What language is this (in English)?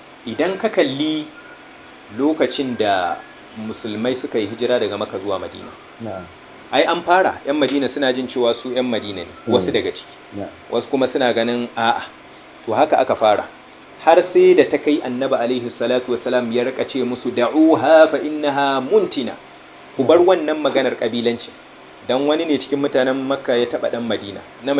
Hausa